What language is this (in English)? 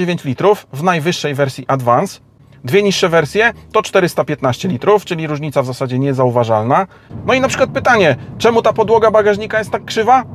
Polish